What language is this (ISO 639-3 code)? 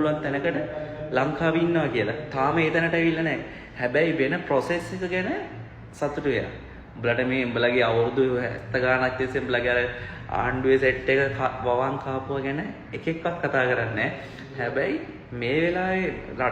sin